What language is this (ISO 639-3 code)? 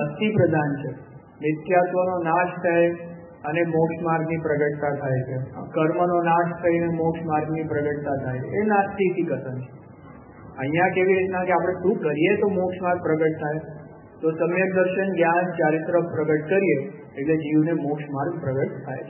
guj